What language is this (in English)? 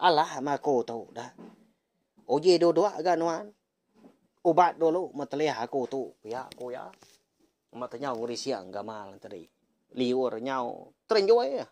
Iban